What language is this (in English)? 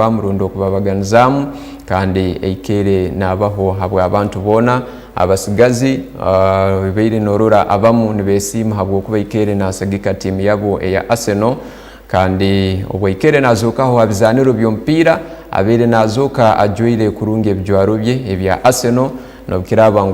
Tooro